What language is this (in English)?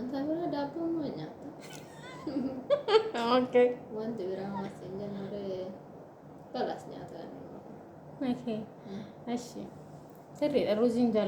Oromo